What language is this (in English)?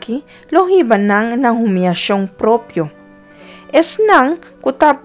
Papiamento